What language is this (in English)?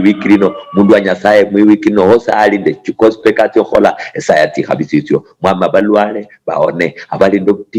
Luyia